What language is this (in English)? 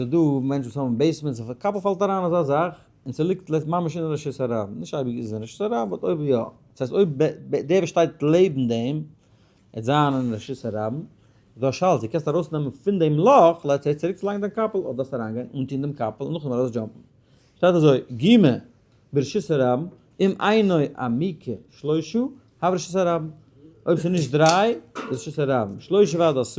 Yiddish